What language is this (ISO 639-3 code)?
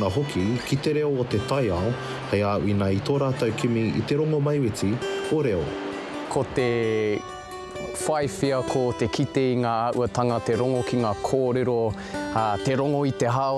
mri